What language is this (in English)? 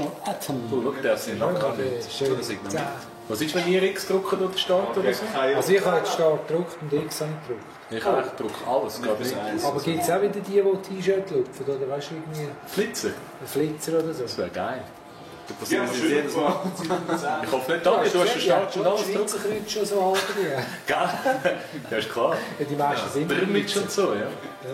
Swiss German